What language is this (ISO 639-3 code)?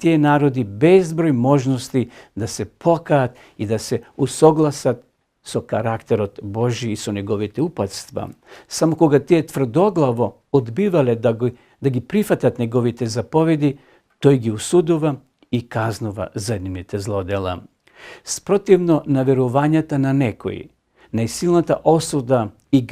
mkd